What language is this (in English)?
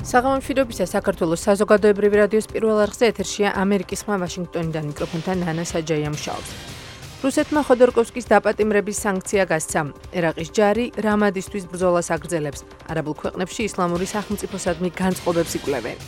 Georgian